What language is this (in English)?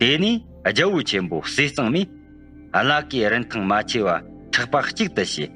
Tibetan